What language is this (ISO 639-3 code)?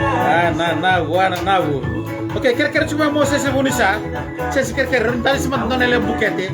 fij